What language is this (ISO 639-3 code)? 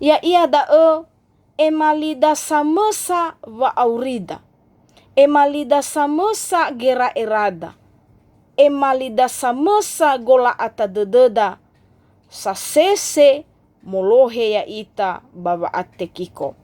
nia